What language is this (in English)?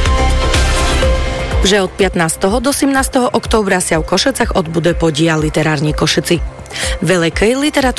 Slovak